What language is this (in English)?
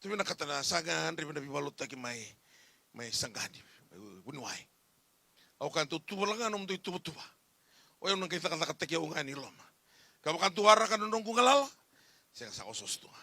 Fijian